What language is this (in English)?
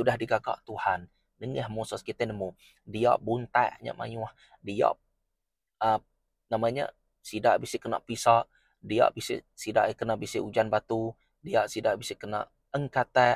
Iban